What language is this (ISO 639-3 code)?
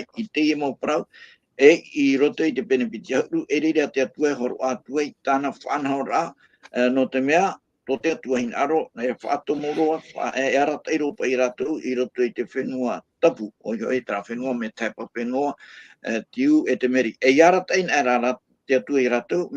tah